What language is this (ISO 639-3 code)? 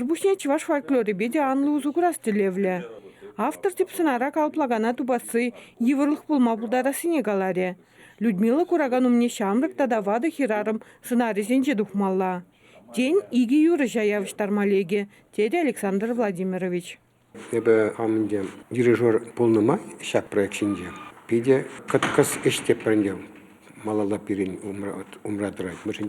chv